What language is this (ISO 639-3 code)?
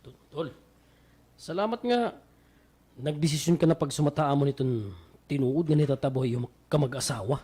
war